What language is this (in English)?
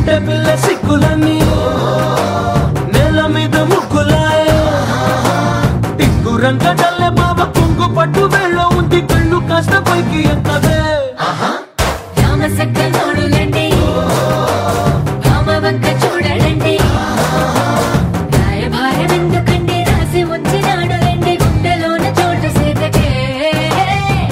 Telugu